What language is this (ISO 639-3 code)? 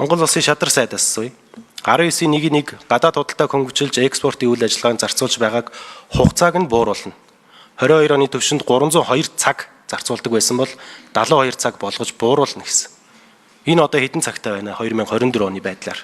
mon